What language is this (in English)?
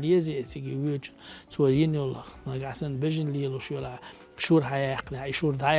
Chechen